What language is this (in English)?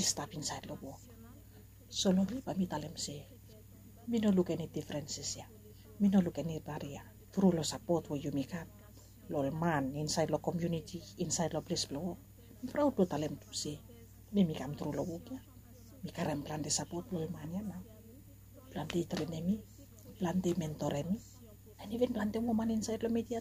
Bislama